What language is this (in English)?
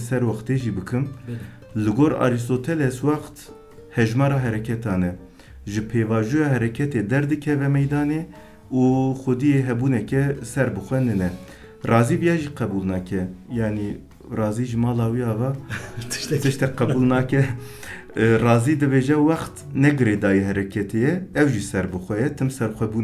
Kurdish